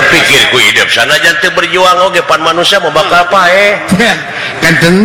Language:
Sundanese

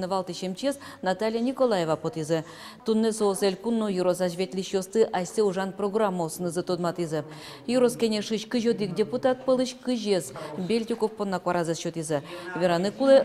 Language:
Udmurt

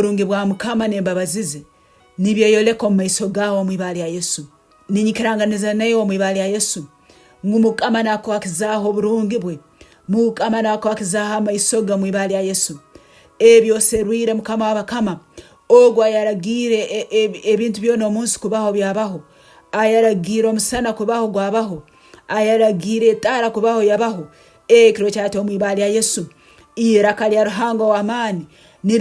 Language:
Nyankole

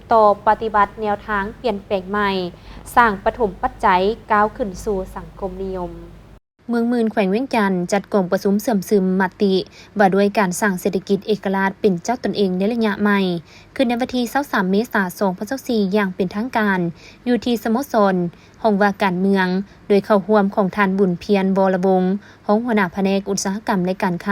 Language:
Lao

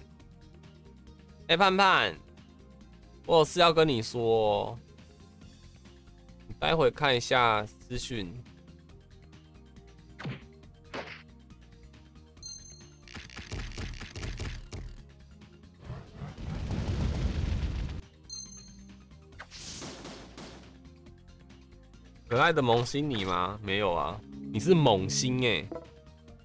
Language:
Chinese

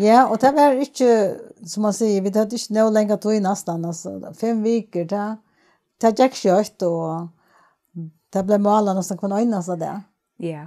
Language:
Faroese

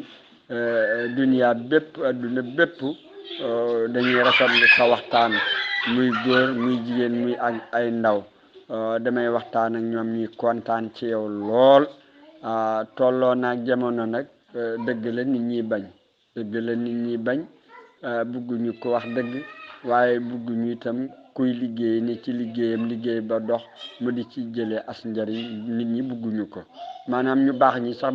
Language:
Wolof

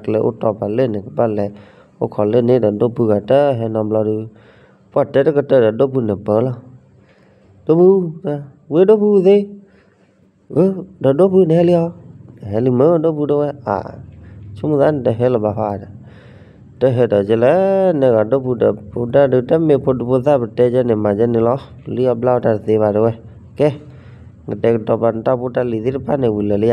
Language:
S'gaw Karen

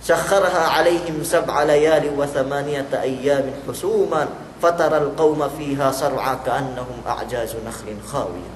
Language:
Yakan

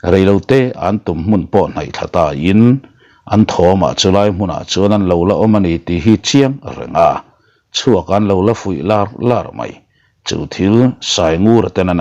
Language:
Mizo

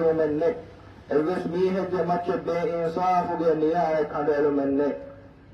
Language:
Divehi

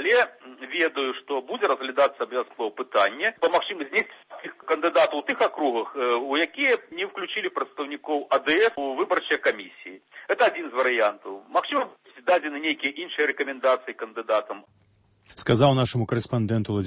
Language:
Belarusian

